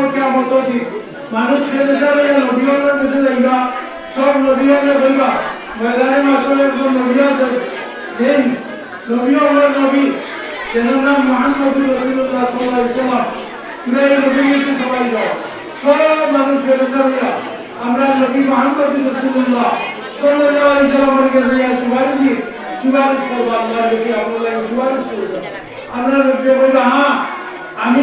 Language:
Sylheti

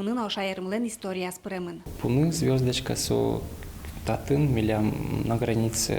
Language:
Udmurt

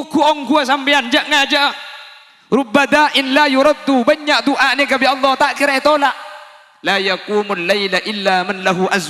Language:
Madurese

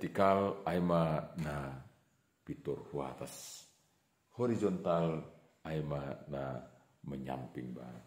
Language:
Batak Simalungun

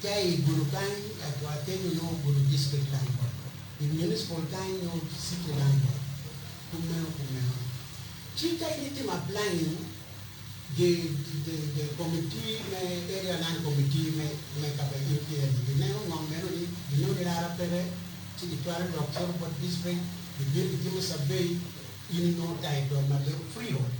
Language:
Acoli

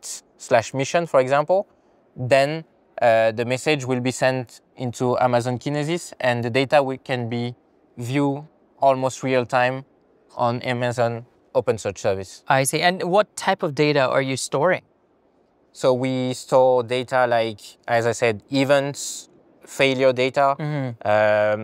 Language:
English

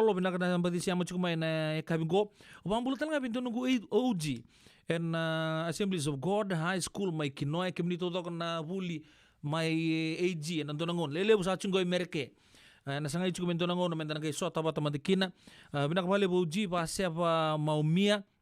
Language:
Fijian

